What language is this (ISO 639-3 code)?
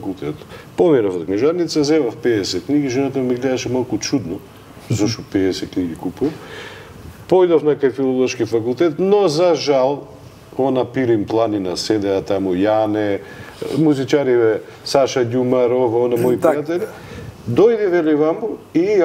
mkd